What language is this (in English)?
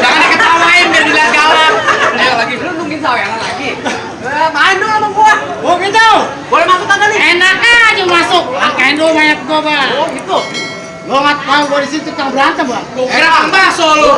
Betawi